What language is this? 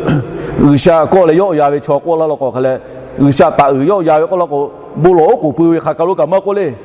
Lahu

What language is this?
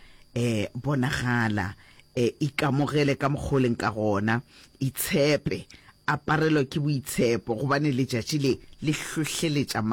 Northern Sotho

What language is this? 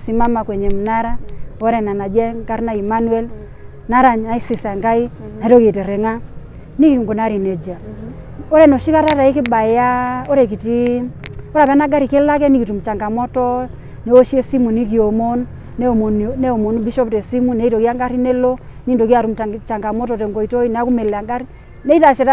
Masai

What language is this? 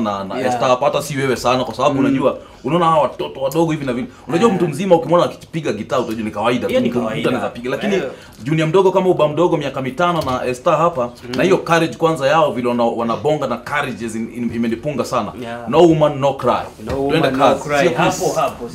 Swahili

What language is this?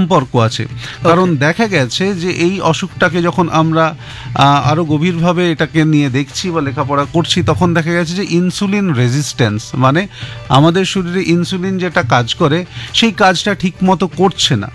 Bangla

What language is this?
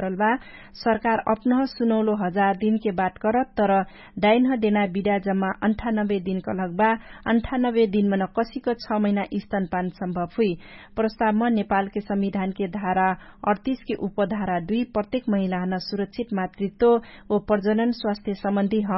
Dangaura Tharu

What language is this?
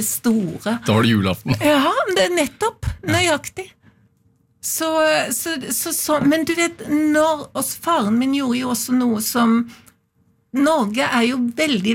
Norwegian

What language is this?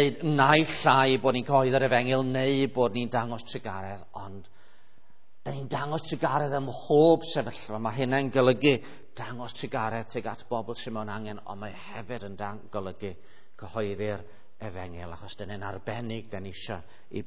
Welsh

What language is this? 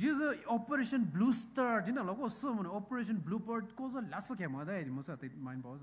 Poumei Naga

